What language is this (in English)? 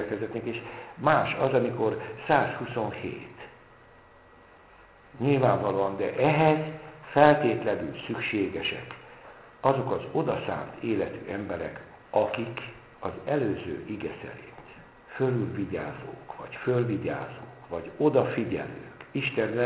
Hungarian